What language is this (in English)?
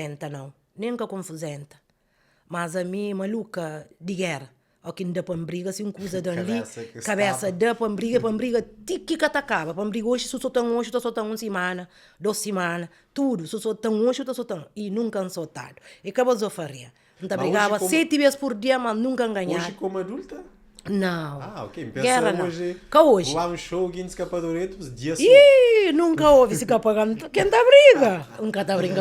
Kabuverdianu